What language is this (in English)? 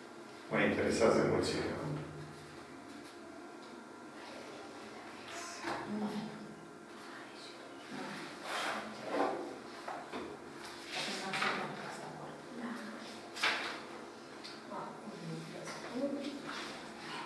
Romanian